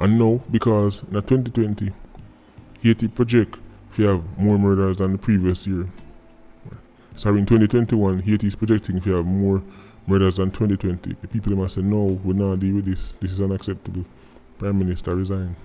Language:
Jamaican Creole English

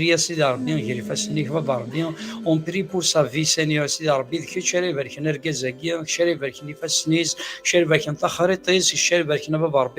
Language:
Kabyle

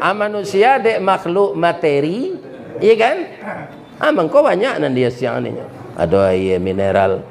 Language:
Minangkabau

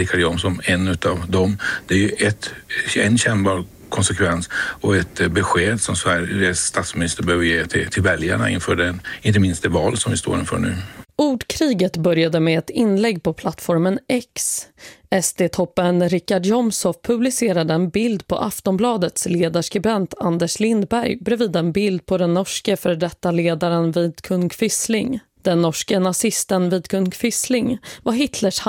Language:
Swedish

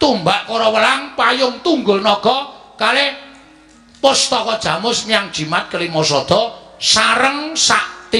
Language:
Javanese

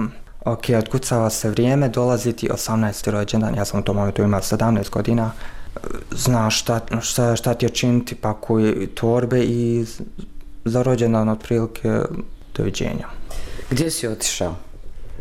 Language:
Bosnian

